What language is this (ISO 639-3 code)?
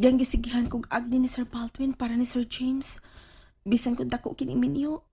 ceb